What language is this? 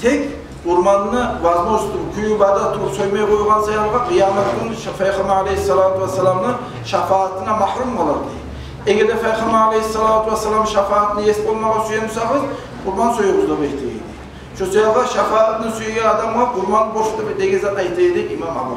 Kumyk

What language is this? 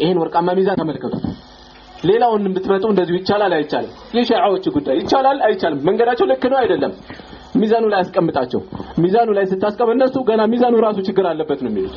Amharic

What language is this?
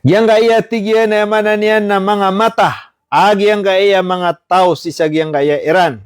Maranao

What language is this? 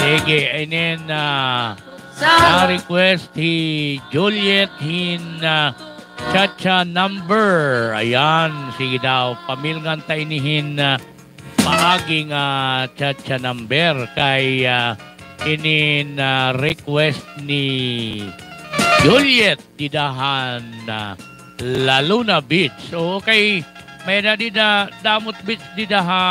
Waray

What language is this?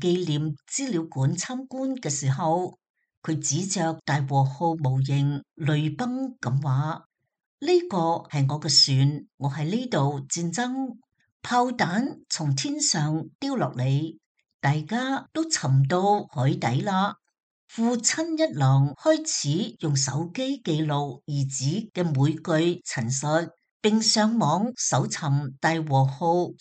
Cantonese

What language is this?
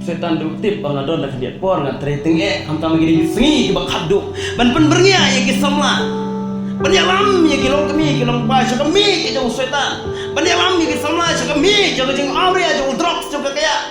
Khasi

